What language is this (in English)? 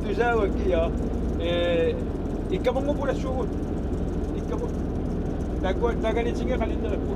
Kalaallisut